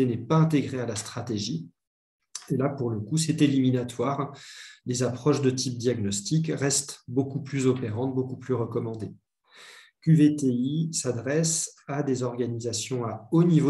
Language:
French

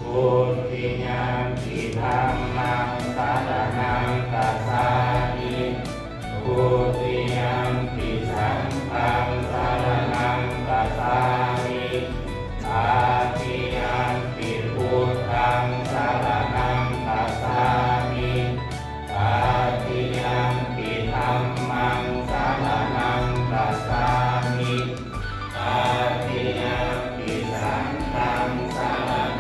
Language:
Pali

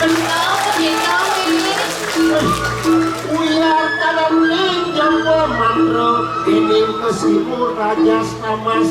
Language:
Balinese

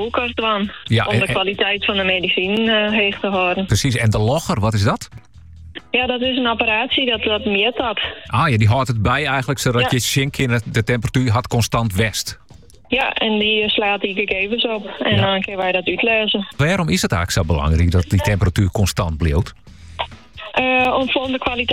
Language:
Dutch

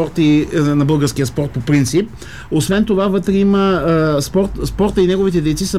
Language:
Bulgarian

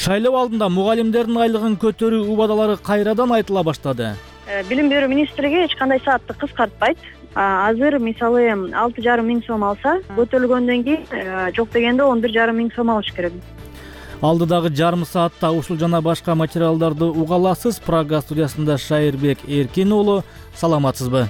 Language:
Kyrgyz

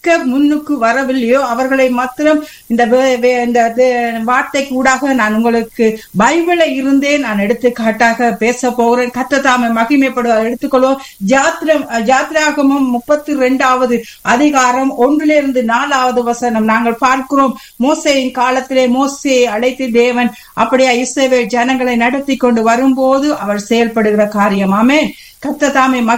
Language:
Tamil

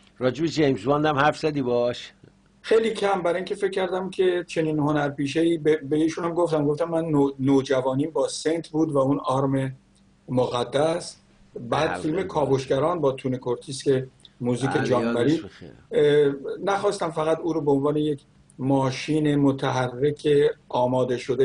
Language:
Persian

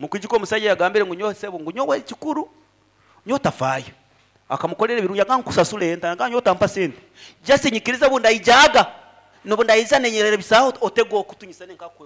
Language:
Nyankole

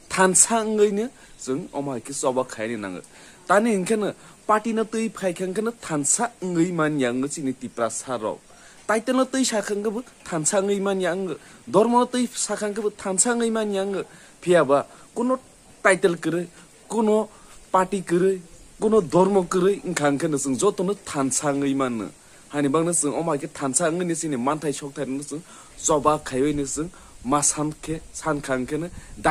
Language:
Kok Borok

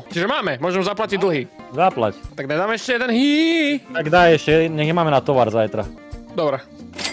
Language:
Slovak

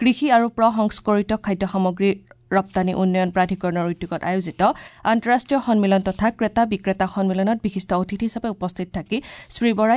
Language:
Assamese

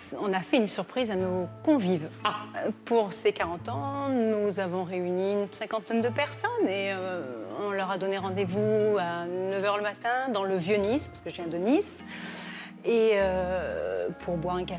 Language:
French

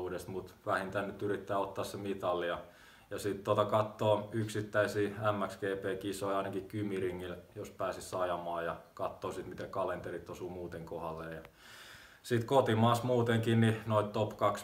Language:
Finnish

